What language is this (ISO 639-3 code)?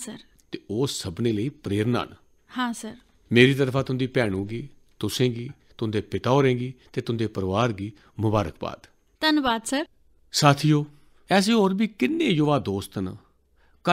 doi